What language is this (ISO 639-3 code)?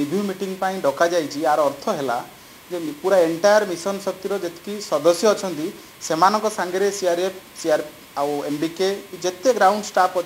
ori